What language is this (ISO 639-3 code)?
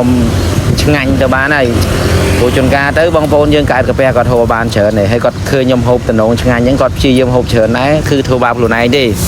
khm